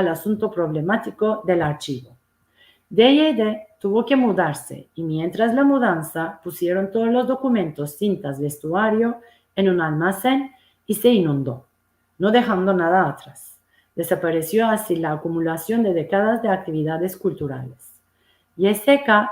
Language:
Ladino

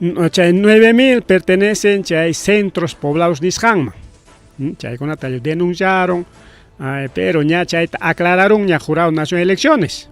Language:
Ayacucho Quechua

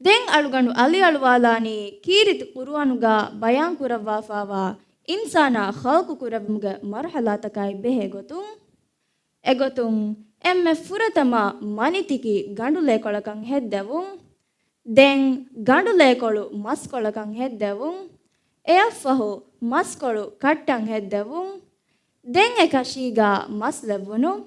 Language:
Divehi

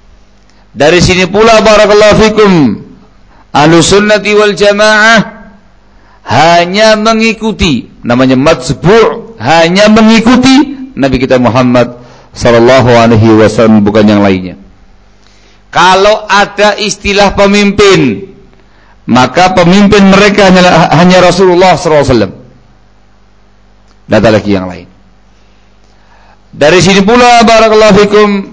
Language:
Indonesian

